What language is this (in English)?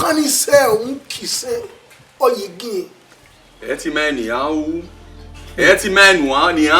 Bini